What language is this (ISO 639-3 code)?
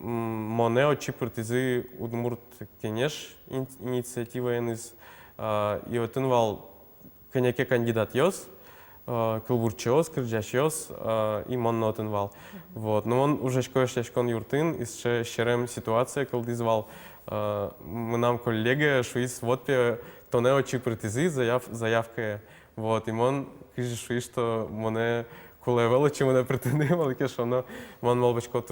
udm